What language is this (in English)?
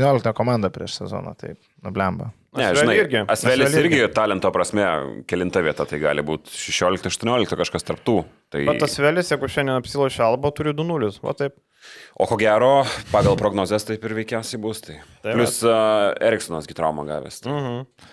Lithuanian